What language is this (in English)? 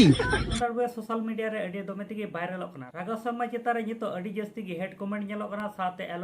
Santali